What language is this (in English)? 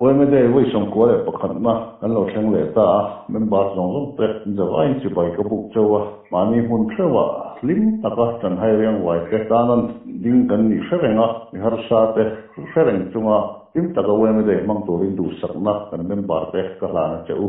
Mizo